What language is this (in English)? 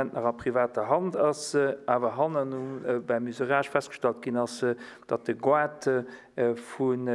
Luxembourgish